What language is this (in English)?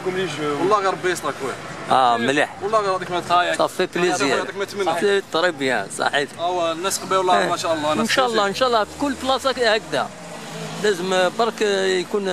Algerian Arabic